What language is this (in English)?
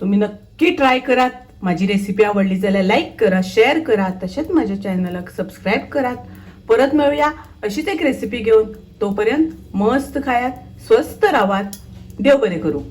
Konkani